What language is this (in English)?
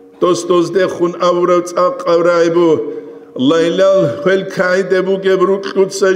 Avaric